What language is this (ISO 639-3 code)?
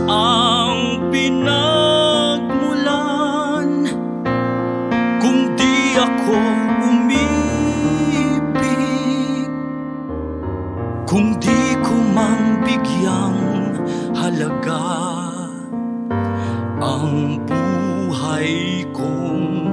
fil